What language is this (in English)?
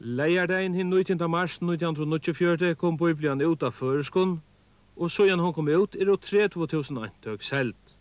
Faroese